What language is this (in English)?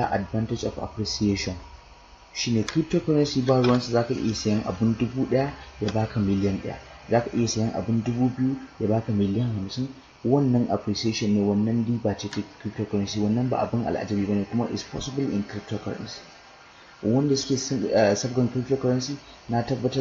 Hausa